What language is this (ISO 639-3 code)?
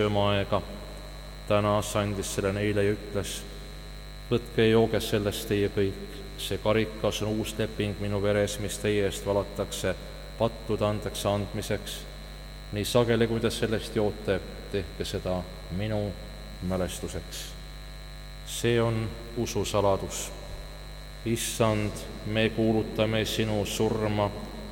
est